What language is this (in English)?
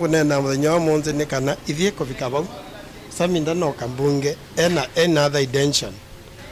Kamba